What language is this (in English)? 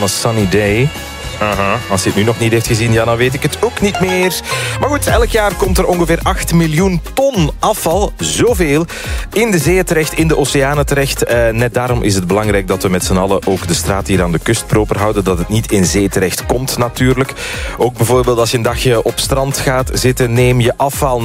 Dutch